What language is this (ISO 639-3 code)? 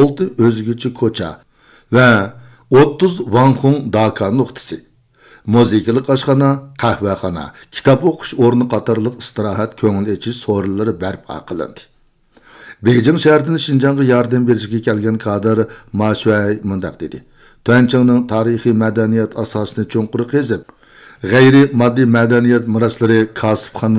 uig